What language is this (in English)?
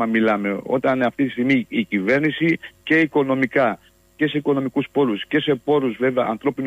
Greek